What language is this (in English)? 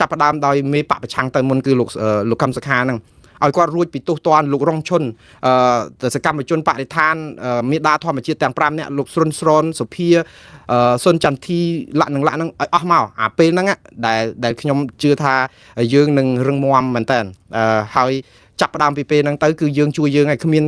Khmer